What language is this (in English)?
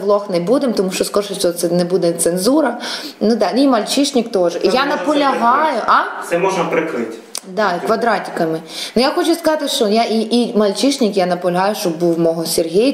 Ukrainian